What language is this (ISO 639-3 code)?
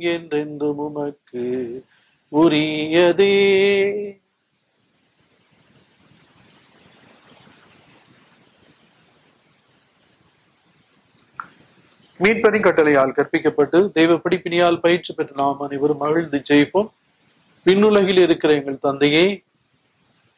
tam